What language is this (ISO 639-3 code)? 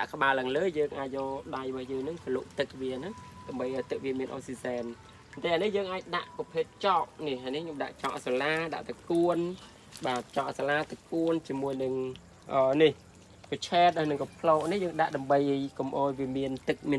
khm